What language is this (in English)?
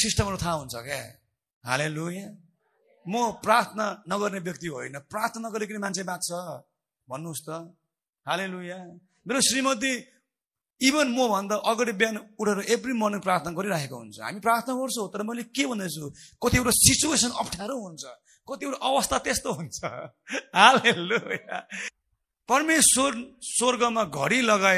Nepali